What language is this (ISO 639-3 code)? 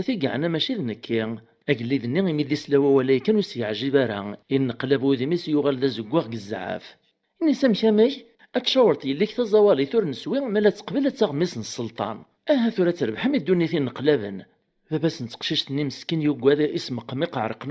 kab